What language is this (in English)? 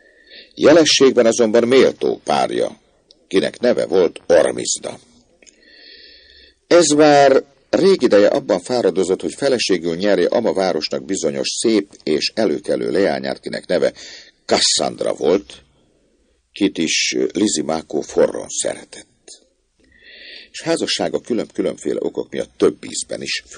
Hungarian